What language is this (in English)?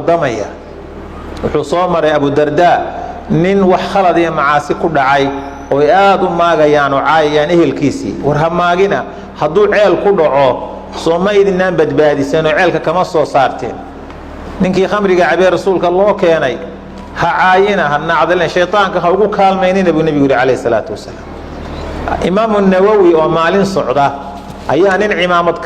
Somali